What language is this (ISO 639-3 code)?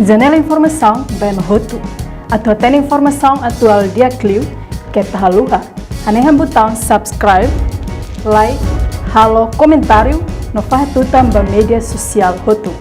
tet